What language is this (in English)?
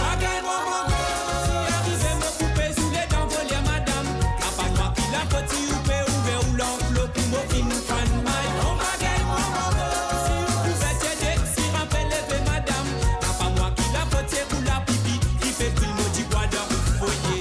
Morisyen